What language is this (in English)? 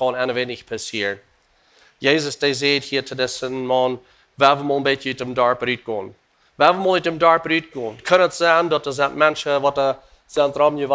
Plautdietsch